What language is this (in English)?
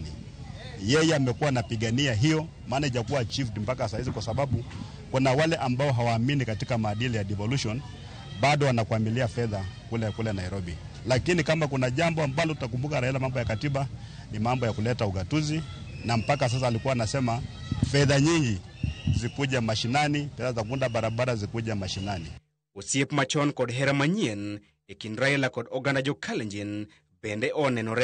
Luo (Kenya and Tanzania)